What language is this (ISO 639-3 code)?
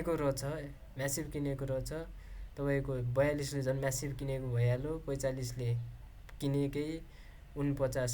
nep